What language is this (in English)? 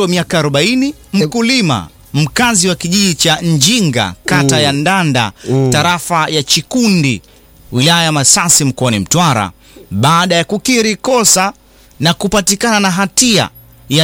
Swahili